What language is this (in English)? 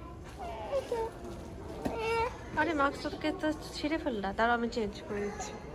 Bangla